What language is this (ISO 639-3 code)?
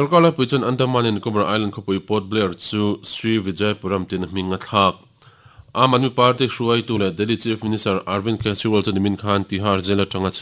lus